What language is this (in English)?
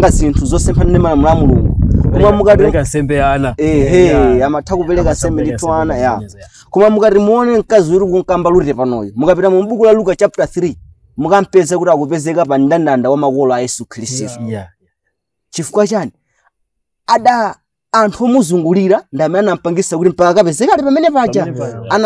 Nyanja